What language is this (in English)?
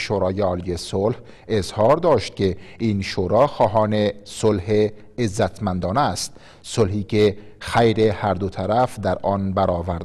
Persian